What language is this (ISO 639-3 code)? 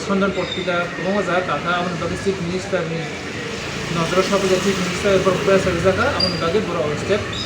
trp